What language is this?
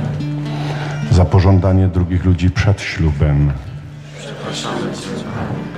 Polish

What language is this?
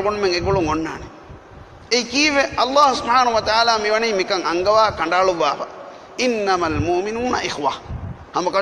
Divehi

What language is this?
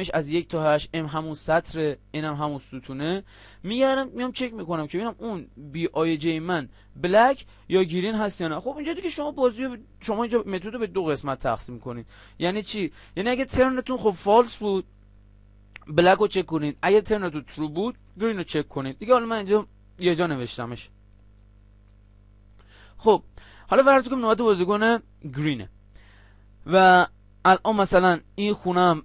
Persian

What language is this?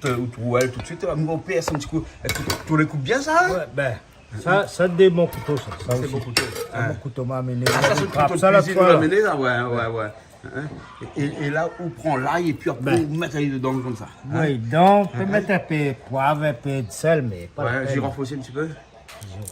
Réunion Creole French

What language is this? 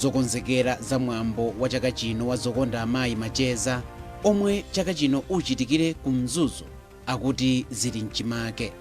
Nyanja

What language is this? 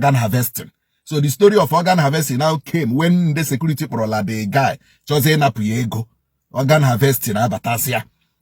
Igbo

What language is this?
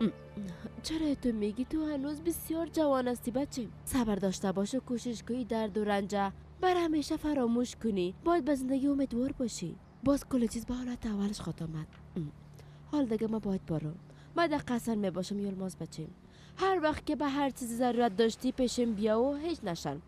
Persian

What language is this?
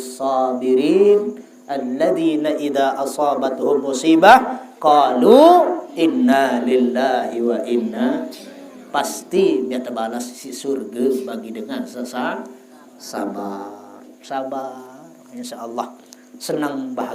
Sasak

